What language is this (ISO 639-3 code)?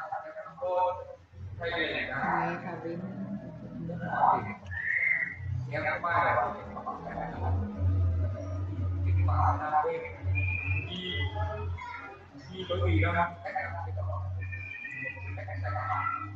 vie